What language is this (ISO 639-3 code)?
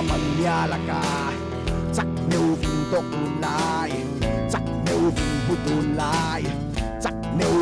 cfm